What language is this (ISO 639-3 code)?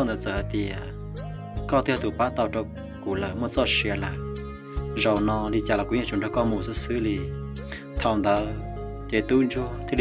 hmn